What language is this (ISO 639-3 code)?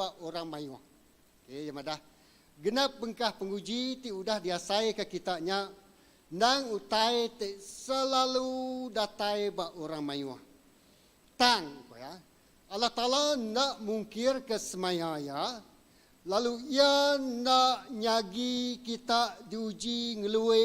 iba